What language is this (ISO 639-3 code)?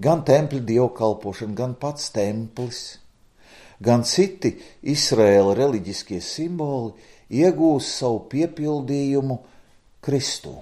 lav